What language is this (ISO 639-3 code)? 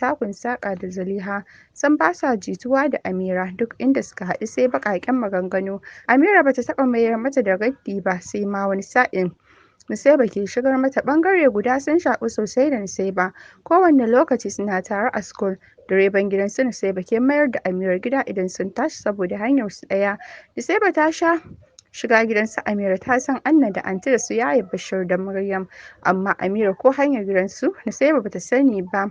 hau